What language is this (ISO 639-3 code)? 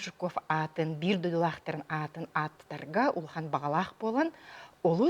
sah